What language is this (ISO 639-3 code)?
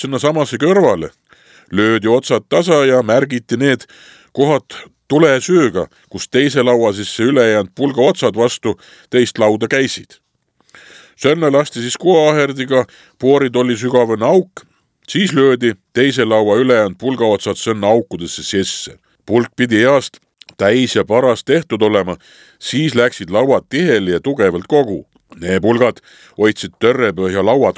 est